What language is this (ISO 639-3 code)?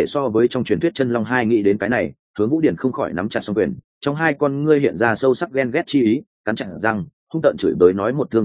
vie